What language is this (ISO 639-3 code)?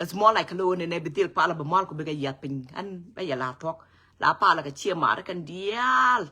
nus